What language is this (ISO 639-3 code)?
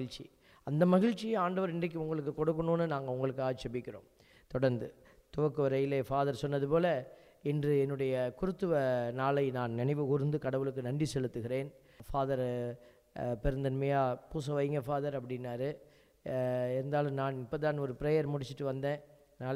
tam